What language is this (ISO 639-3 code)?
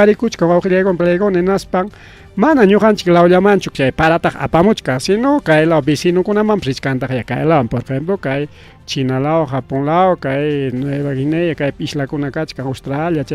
quy